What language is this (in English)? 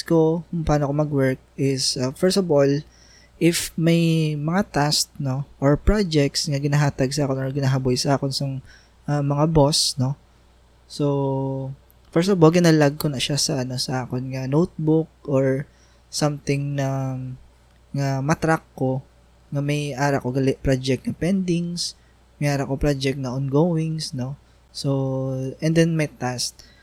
Hiligaynon